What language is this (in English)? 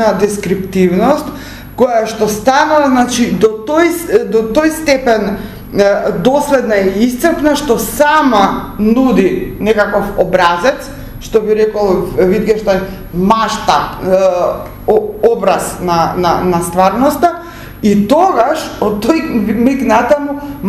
Macedonian